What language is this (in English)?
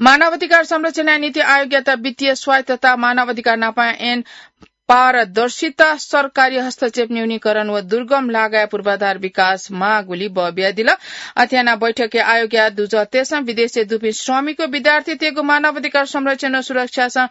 Newari